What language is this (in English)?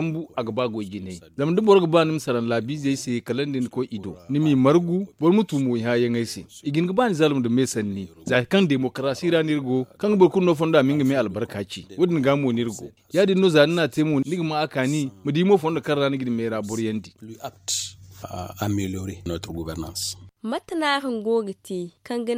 Zarma